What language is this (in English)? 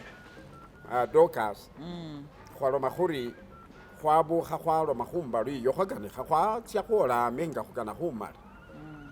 Masaaba